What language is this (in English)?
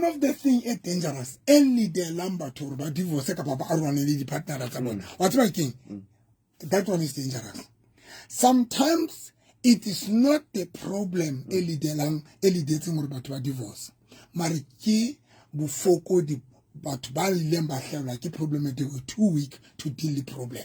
Southern Sotho